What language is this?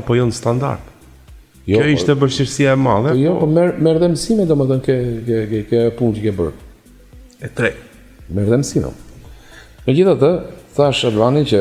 Albanian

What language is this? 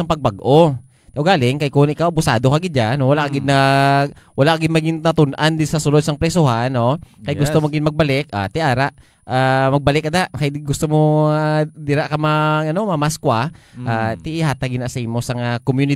Hiligaynon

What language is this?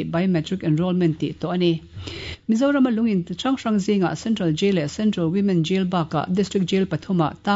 Mizo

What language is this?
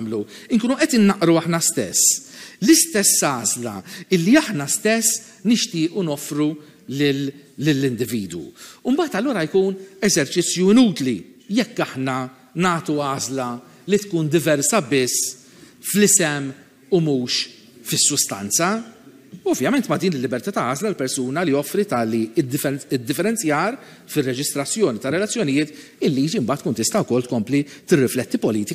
Maltese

